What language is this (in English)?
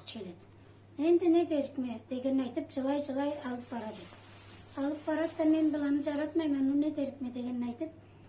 Karachay-Balkar